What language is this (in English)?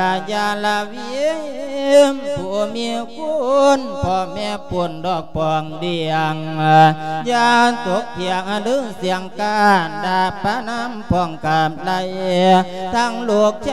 Lao